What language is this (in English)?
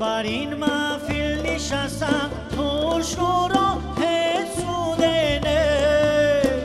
Tajik